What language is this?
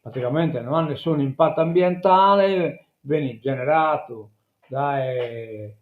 Sardinian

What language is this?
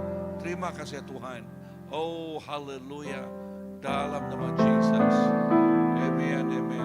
Iban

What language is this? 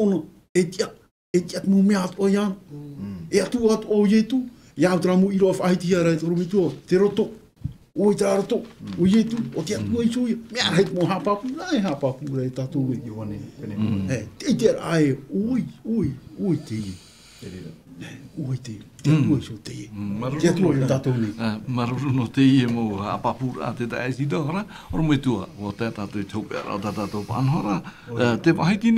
Tahitian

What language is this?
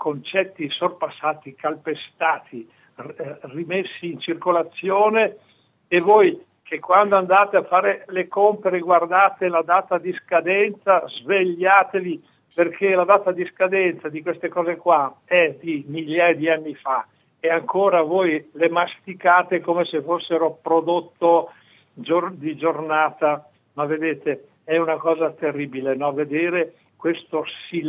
Italian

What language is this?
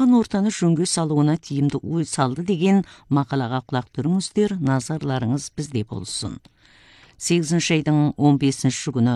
Kazakh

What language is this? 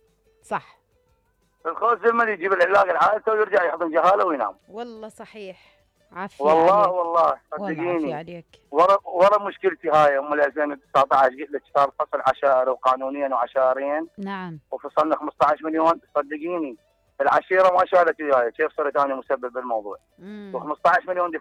Mesopotamian Arabic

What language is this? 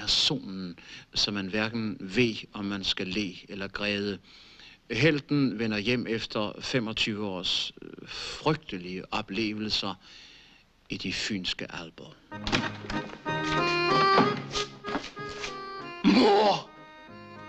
Danish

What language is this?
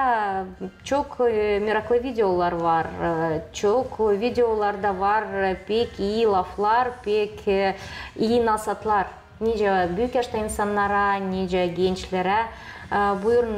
Gagauz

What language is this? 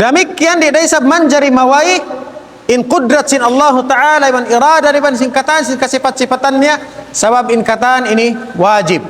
Tausug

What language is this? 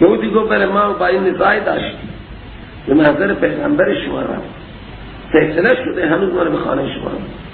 Persian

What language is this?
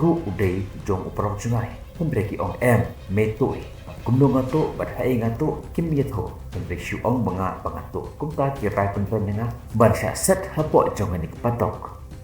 Khasi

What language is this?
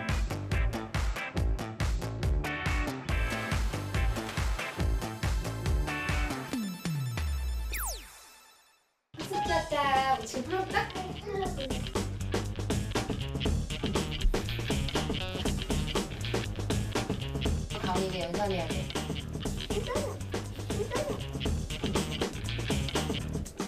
Korean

